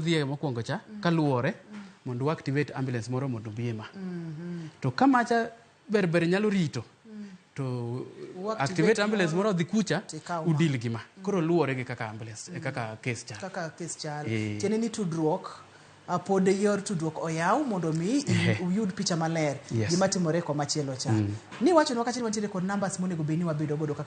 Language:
Luo (Kenya and Tanzania)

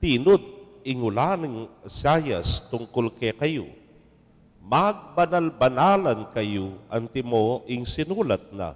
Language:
Pampanga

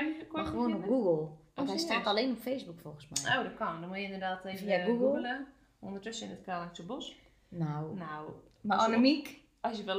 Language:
Dutch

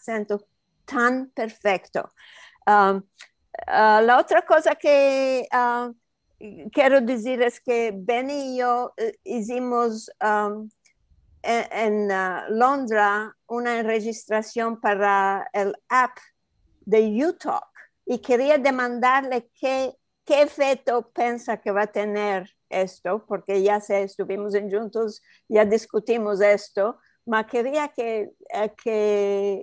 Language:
Ladino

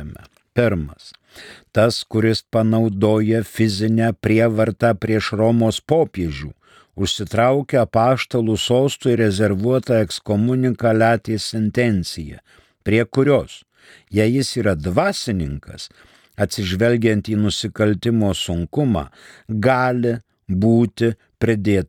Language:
Lithuanian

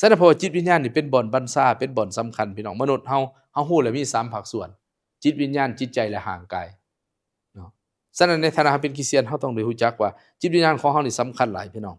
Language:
Lao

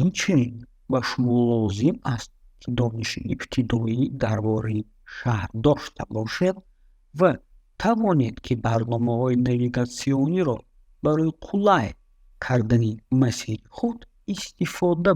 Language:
Tajik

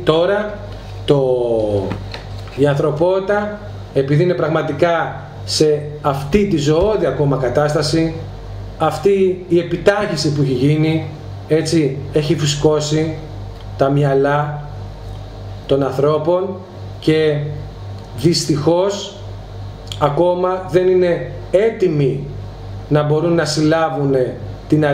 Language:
Greek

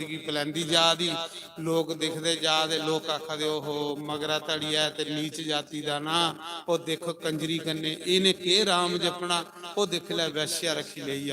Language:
Dogri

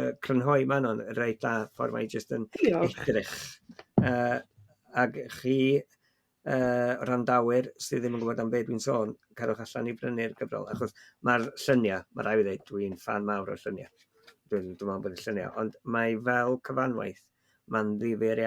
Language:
Welsh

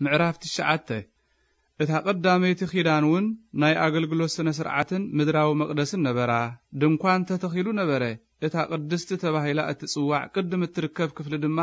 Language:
Tigrinya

